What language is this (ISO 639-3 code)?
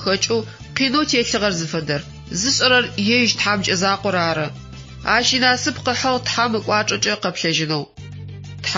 ady